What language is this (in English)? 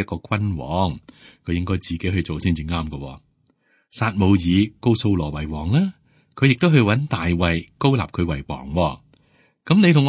Cantonese